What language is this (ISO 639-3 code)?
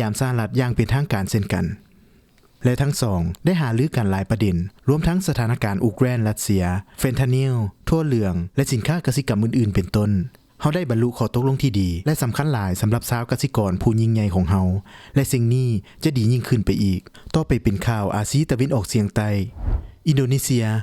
lao